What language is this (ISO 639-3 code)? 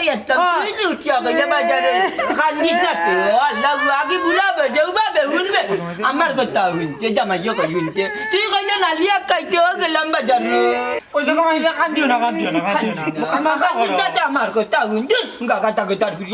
syl